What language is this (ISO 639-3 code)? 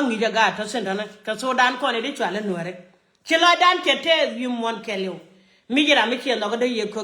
nus